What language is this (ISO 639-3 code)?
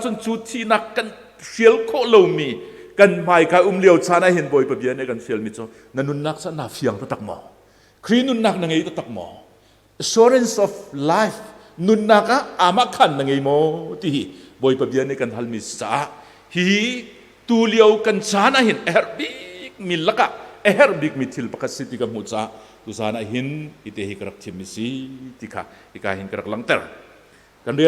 cnh